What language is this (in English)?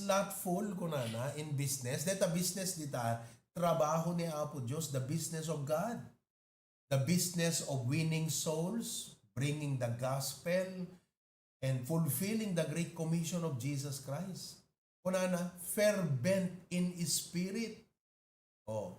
Iloko